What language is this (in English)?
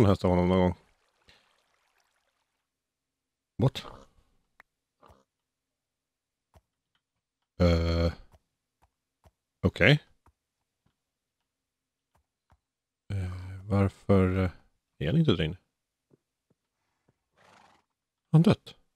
Swedish